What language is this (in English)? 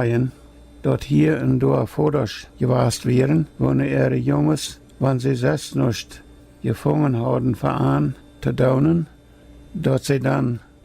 Plautdietsch